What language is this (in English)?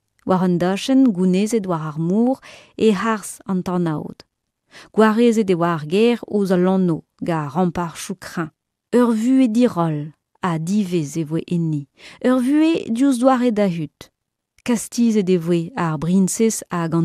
Breton